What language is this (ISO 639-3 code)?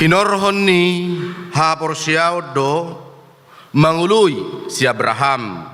bbc